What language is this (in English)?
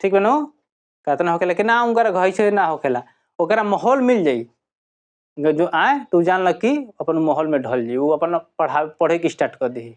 Bhojpuri